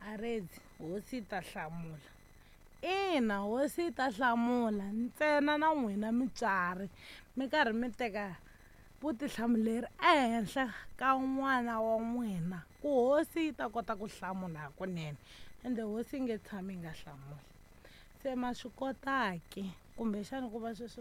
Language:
Tsonga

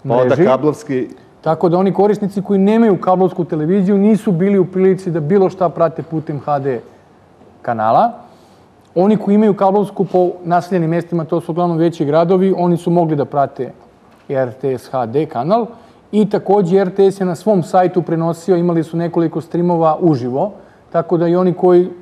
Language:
Serbian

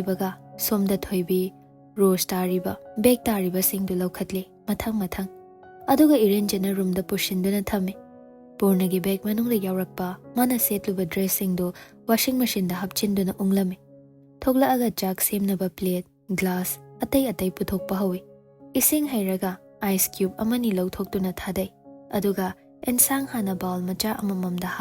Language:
Manipuri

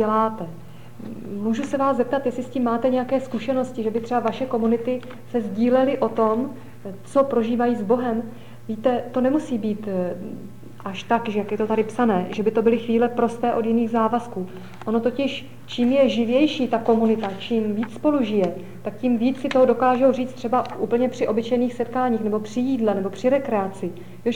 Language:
Czech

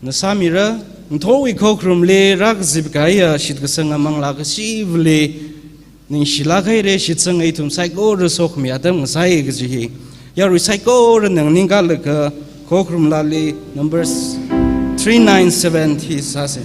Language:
Tangkhul Naga (India)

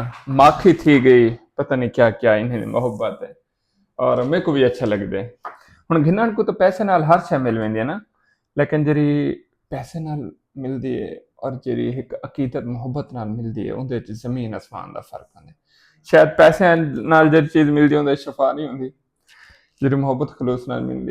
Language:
Saraiki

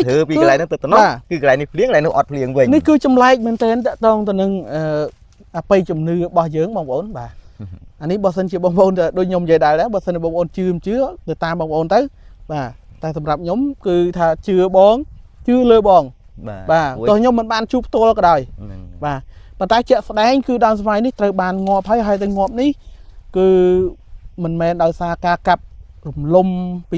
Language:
Khmer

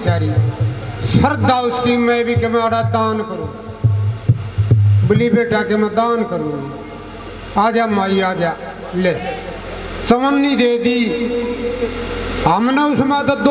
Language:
Hindi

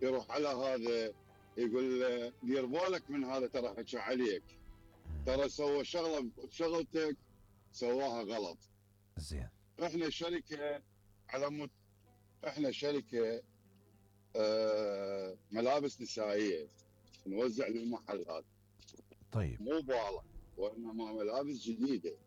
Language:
Mesopotamian Arabic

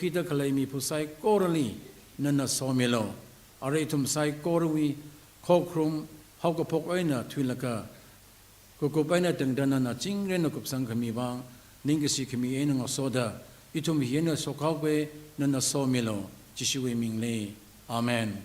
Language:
Tangkhul Naga (India)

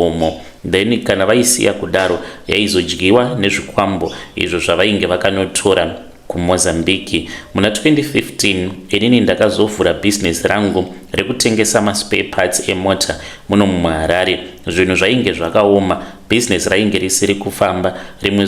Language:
Shona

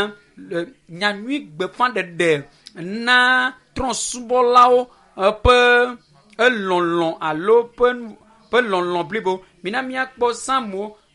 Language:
Ewe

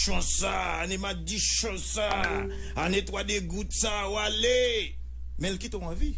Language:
Haitian Creole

